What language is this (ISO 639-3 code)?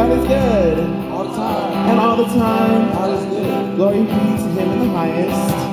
smo